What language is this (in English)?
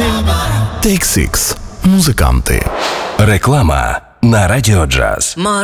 Ukrainian